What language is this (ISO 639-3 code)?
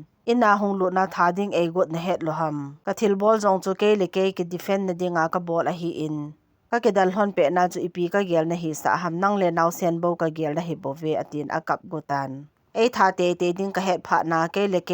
tcz